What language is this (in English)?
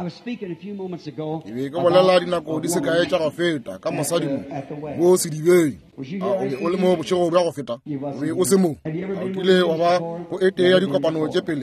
Northern Sotho